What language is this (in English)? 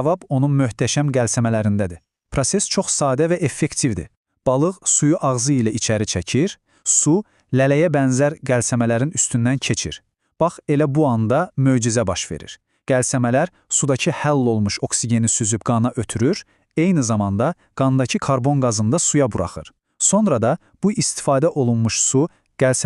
Azerbaijani